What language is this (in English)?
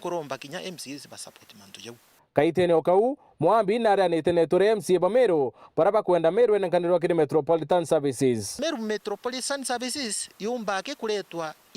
Meru